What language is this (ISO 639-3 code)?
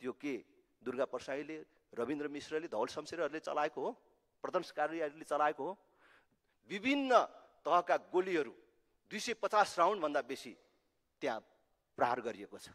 nep